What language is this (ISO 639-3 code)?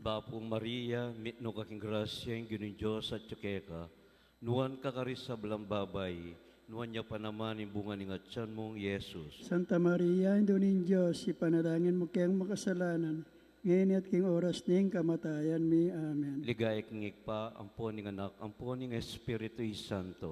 pam